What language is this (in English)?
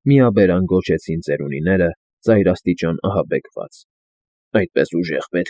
Armenian